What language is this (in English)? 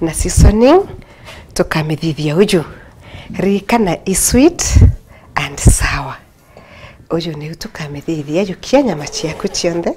Meru